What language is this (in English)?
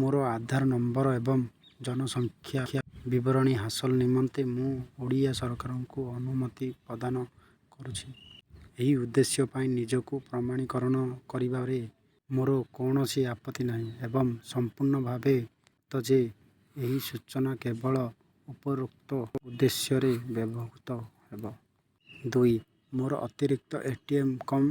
Odia